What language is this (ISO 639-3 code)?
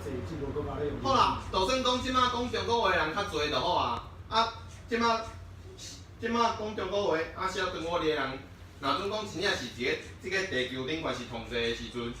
nan